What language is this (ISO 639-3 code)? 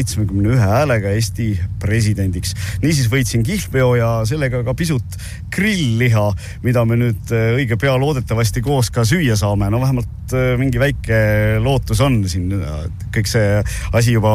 est